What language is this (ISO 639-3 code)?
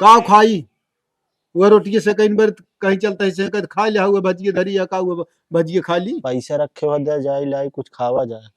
awa